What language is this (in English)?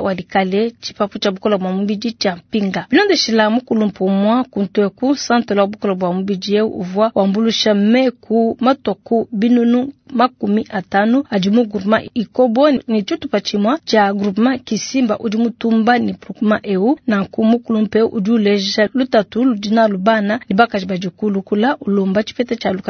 Luba-Lulua